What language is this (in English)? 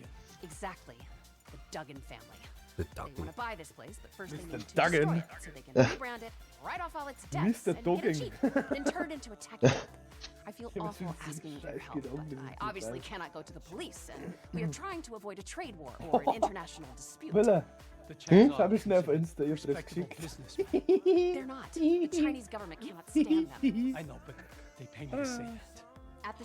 Bavarian